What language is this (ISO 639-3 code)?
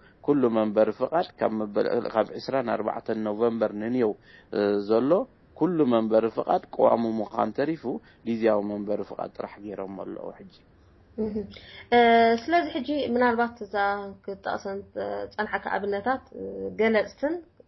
tir